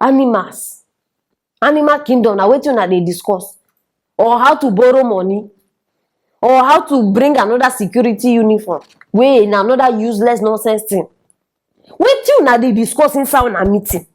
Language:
Nigerian Pidgin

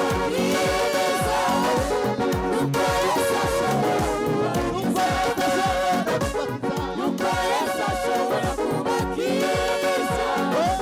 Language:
Kinyarwanda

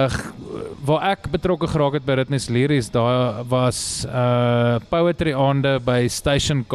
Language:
Afrikaans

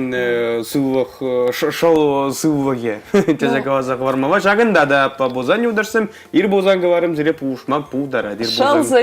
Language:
Chuvash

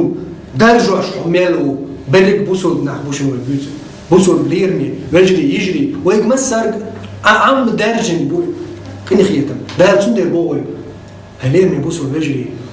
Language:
Chechen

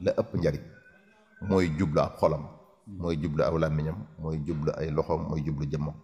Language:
Wolof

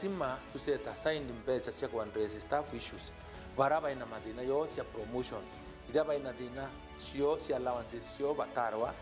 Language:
Meru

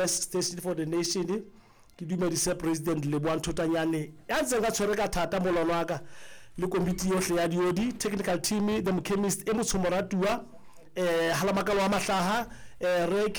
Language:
Southern Sotho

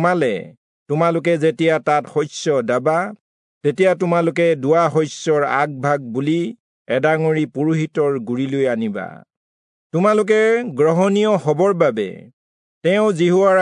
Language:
Assamese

